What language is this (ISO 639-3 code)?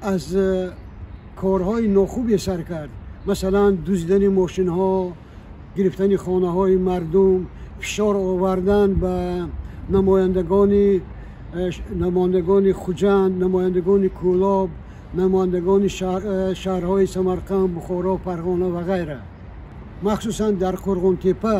tgk